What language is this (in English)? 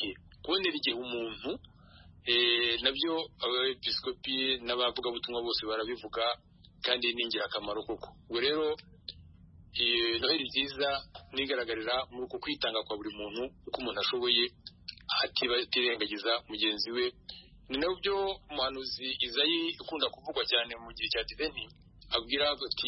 Kinyarwanda